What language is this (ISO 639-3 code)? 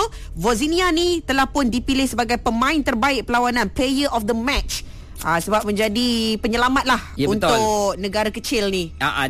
msa